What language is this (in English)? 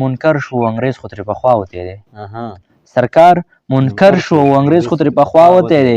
Pashto